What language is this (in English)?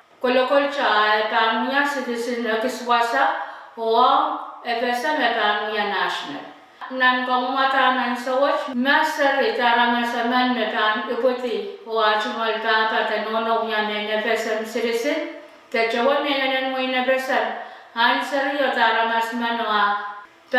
Pohnpeian